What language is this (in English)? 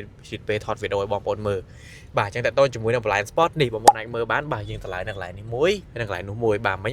Khmer